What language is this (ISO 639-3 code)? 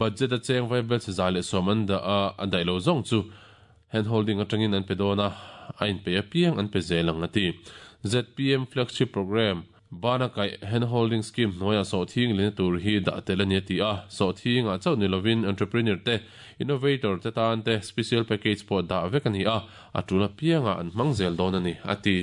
lus